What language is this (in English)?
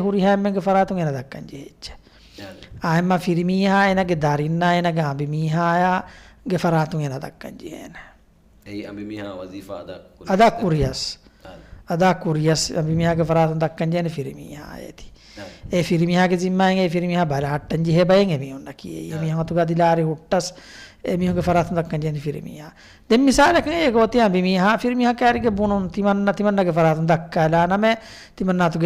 Divehi